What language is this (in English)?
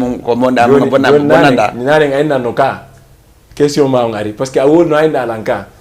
Fula